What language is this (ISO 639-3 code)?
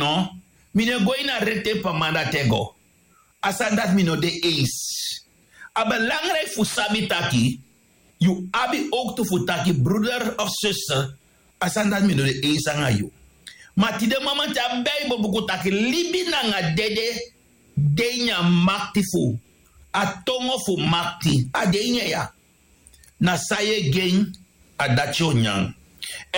srn